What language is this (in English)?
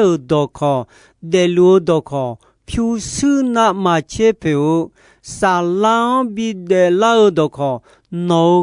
Akha